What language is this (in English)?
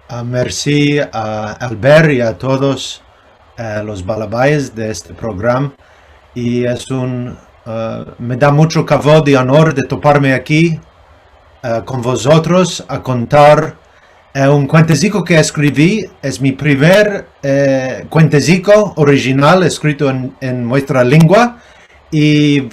Ladino